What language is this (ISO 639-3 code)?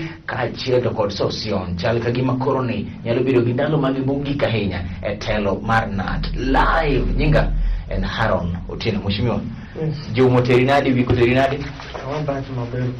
luo